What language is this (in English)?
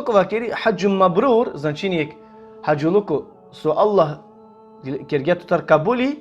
Balkan Romani